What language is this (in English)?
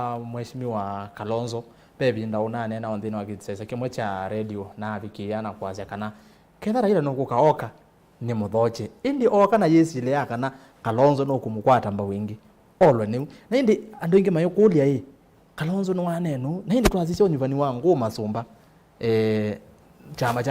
Kamba